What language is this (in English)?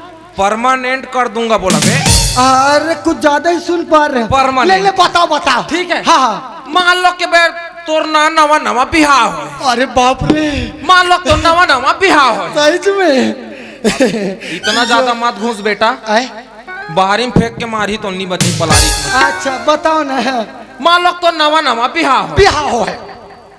Chhattisgarhi